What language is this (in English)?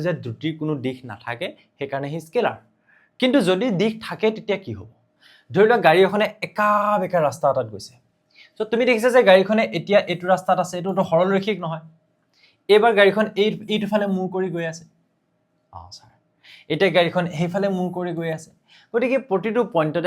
Assamese